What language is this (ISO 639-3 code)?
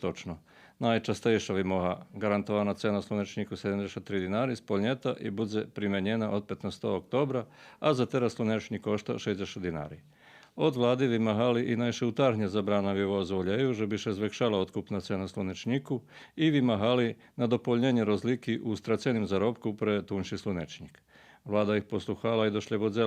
rue